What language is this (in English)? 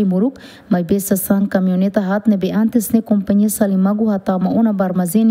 Tetum